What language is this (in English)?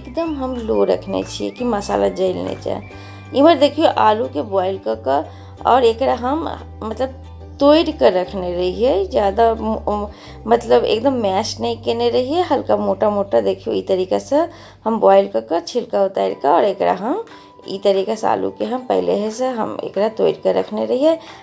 Maithili